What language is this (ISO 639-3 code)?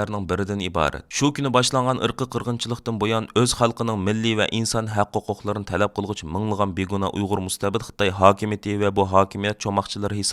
uig